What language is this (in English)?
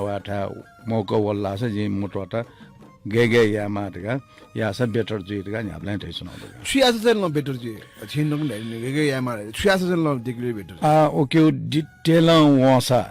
Newari